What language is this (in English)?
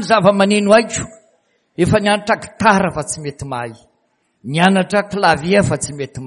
Malagasy